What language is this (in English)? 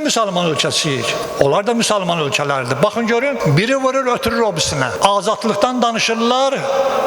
Azerbaijani